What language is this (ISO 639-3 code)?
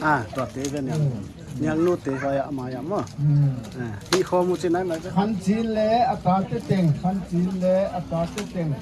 pck